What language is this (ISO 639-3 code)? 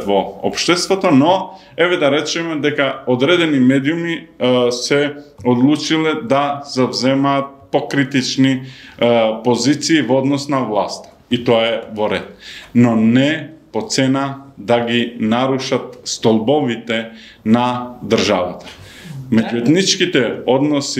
mkd